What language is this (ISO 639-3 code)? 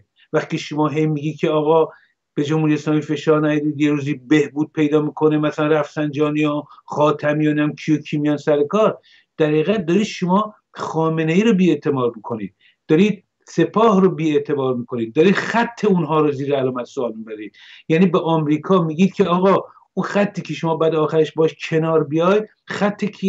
fas